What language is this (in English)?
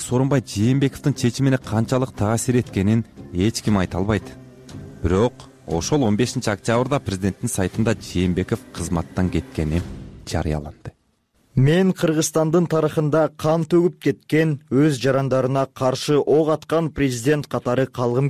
Kyrgyz